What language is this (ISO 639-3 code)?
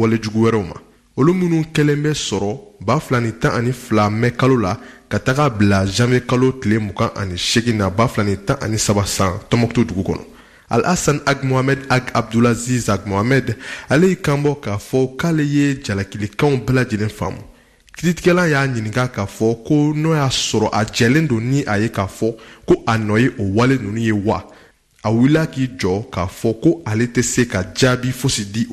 bam